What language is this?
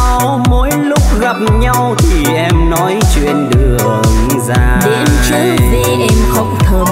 Vietnamese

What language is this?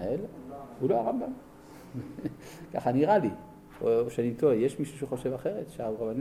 Hebrew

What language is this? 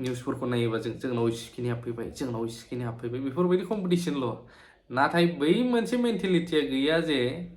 Bodo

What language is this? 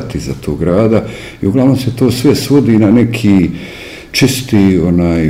Bosnian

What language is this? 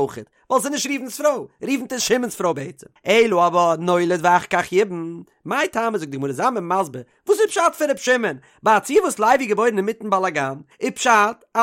Yiddish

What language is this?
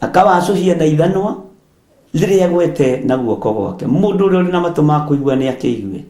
Kikuyu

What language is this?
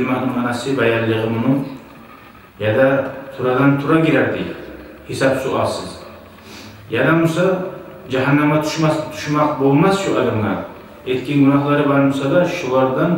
Kumyk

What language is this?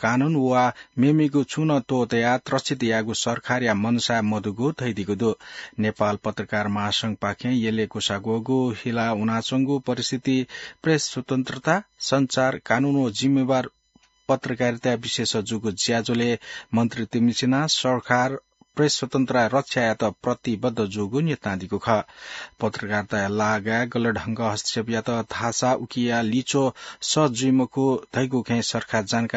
Newari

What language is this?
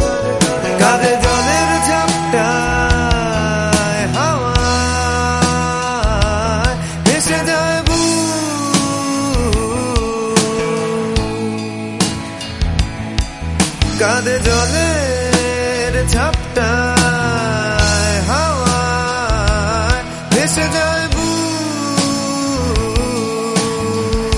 Bangla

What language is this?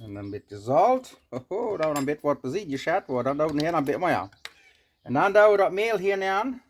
Plautdietsch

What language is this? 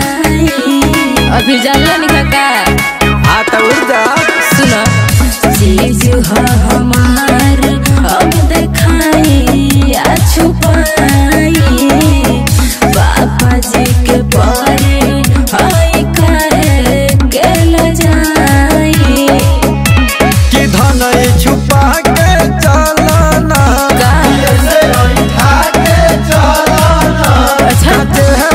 Bhojpuri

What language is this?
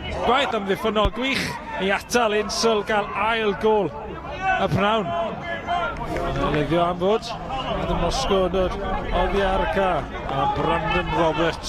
Welsh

